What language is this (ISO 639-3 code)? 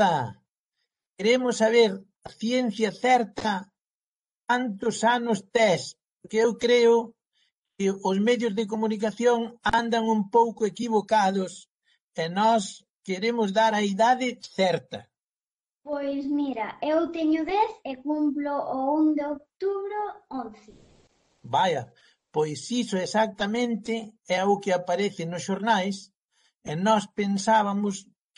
glg